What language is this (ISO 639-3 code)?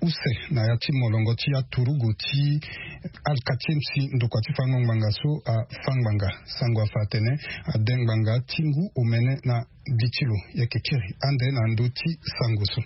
sag